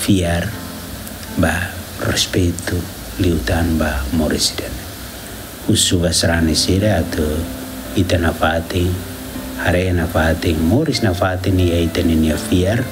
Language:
Tetum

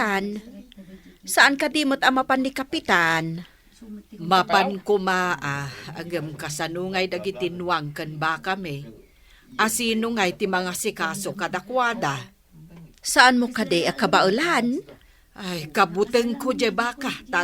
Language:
Iloko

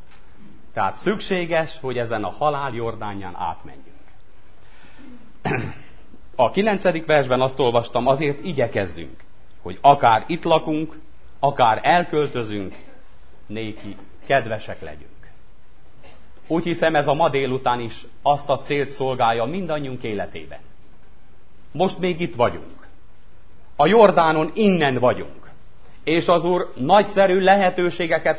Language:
Hungarian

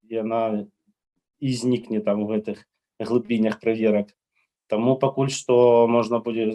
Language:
Belarusian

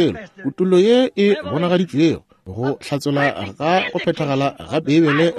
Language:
Northern Sotho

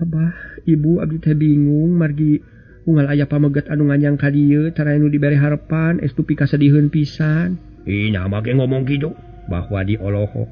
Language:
Sundanese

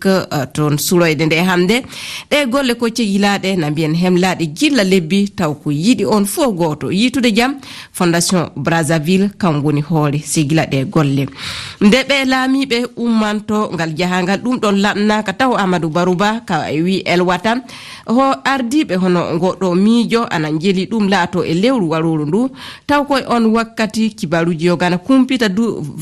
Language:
Fula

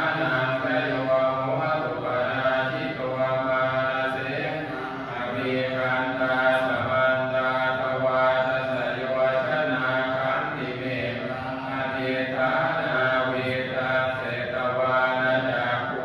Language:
Pali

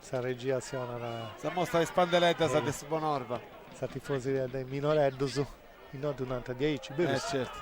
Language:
Sardinian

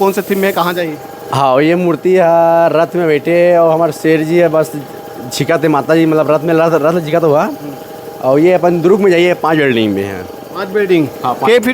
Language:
Chhattisgarhi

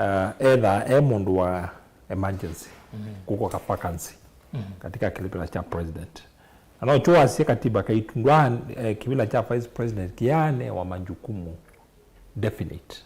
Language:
Kamba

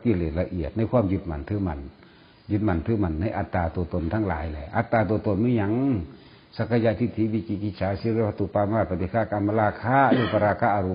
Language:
Northeastern Thai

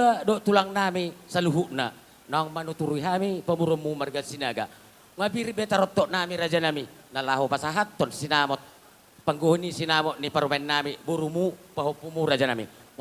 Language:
Batak Toba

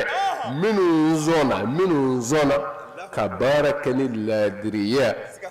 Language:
Bambara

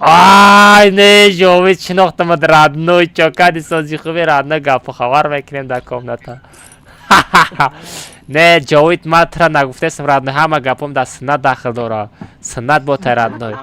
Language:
Tajik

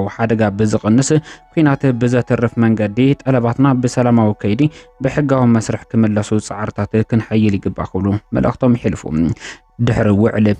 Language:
Tigrinya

